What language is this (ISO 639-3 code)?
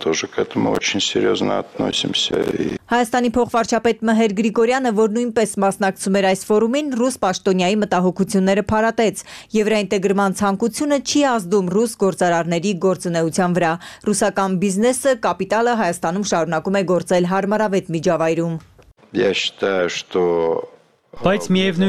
hye